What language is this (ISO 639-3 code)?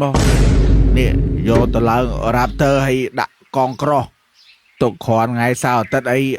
khm